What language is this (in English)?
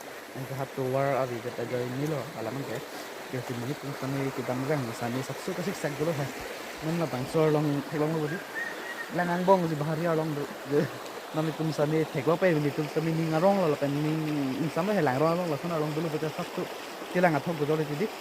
Karbi